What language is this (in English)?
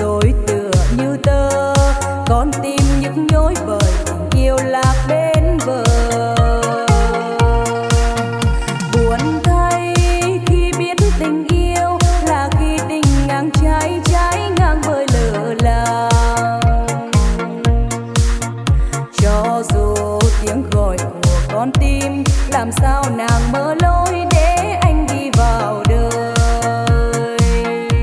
Vietnamese